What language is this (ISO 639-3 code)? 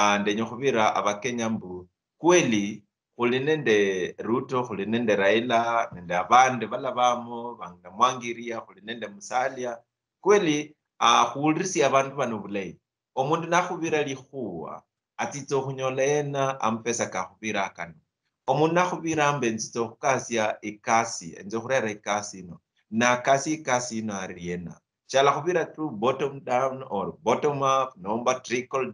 luy